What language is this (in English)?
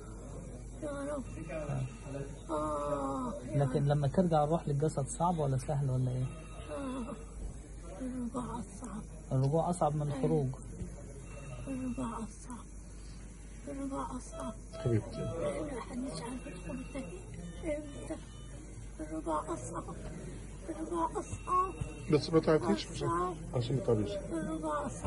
Egyptian Arabic